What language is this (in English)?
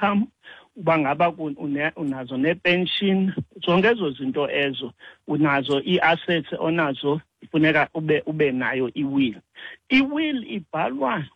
Xhosa